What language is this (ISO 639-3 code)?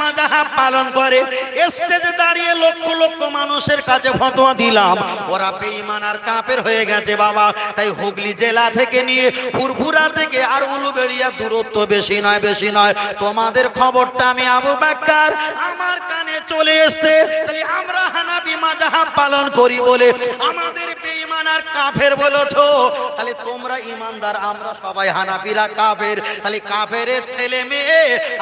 ben